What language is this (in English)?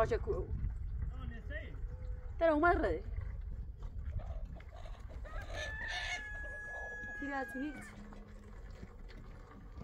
Persian